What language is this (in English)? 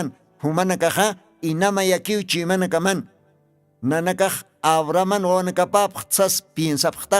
Aymara